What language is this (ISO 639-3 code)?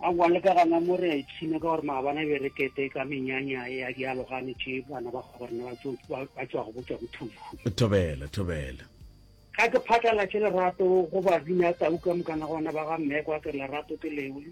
nso